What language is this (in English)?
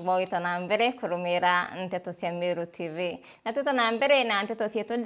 Meru